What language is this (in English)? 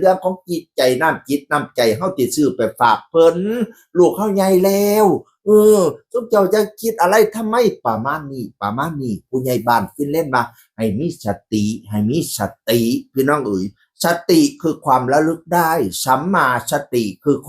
Northeastern Thai